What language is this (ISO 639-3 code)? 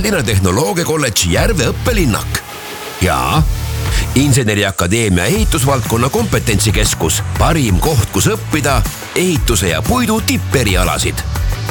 est